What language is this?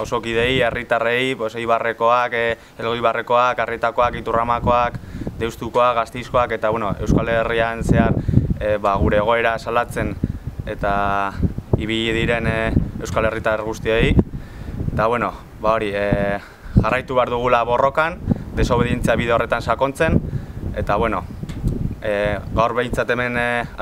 Basque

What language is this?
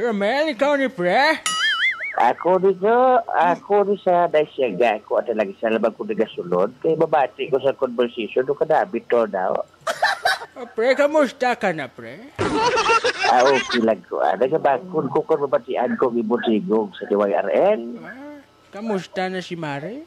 Hiligaynon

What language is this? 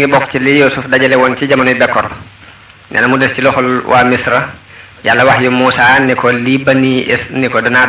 Wolof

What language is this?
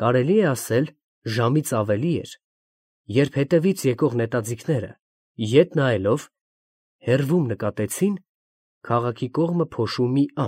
Armenian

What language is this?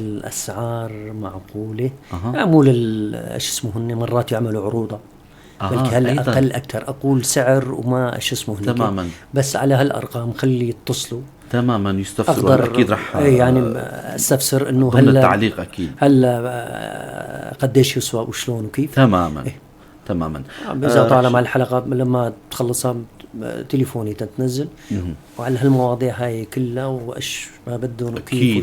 North Levantine Arabic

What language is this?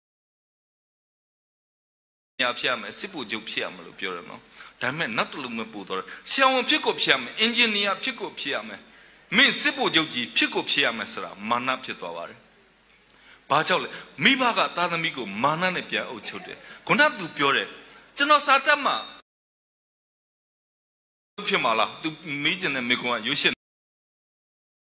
Burmese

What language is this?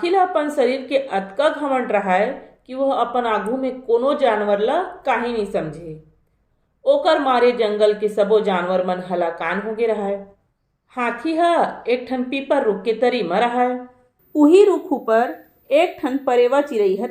Chhattisgarhi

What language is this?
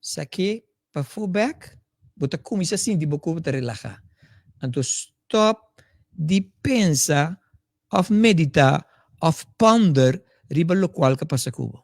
Papiamento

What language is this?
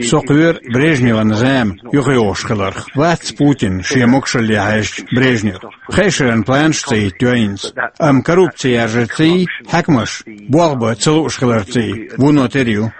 Chechen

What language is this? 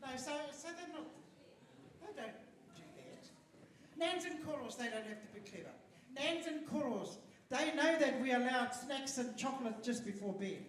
Māori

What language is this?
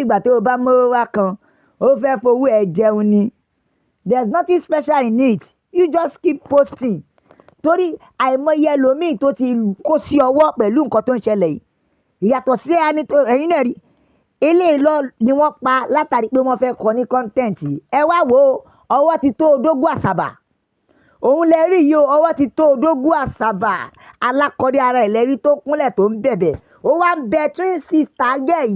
Yoruba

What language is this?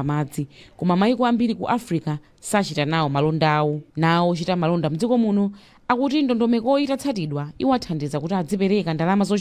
Nyanja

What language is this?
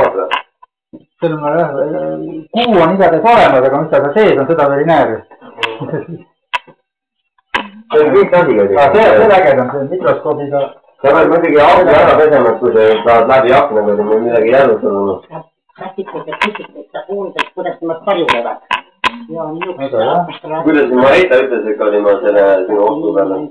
Estonian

